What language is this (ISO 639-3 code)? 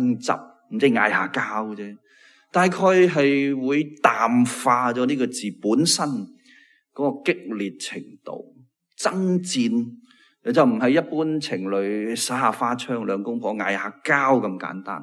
yue